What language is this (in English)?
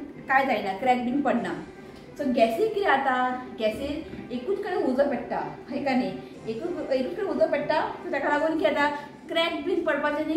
Konkani